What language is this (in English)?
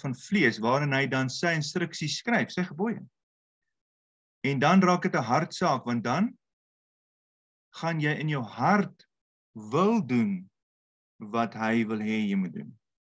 Afrikaans